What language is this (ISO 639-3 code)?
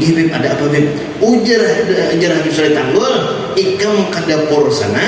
bjn